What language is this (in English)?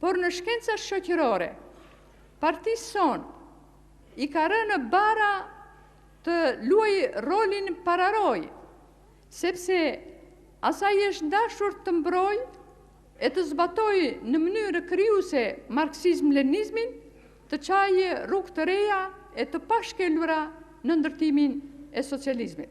Albanian